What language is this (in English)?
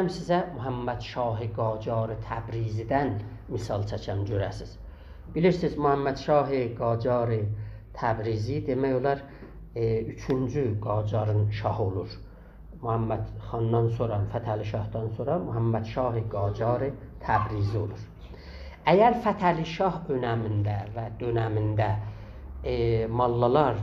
South Azerbaijani